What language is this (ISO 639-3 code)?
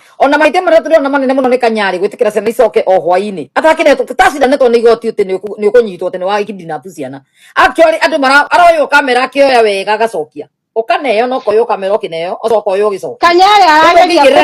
kik